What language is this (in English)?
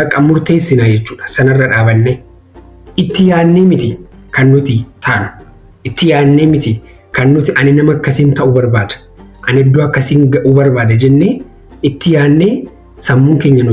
Oromo